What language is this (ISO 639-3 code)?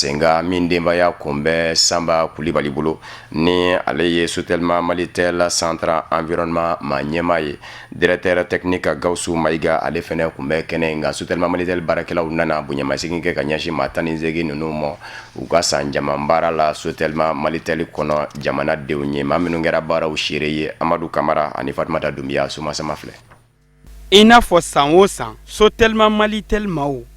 bam